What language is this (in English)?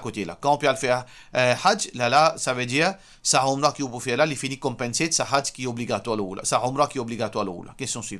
Morisyen